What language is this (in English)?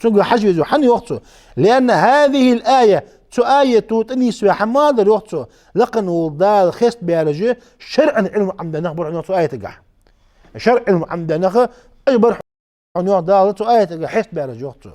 Ingush